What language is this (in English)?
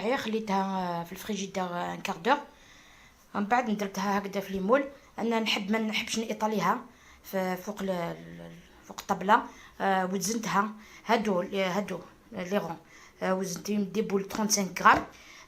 Algerian Arabic